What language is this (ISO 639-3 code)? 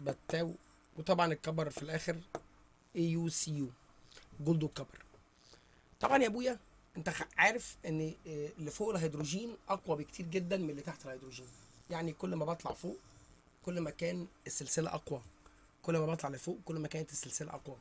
arz